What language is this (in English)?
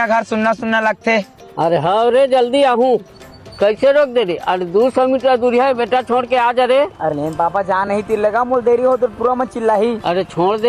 Chhattisgarhi